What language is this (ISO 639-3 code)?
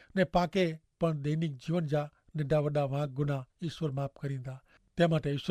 kfr